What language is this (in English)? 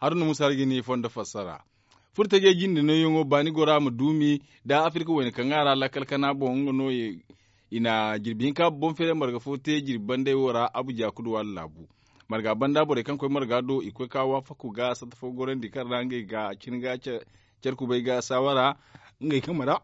Zarma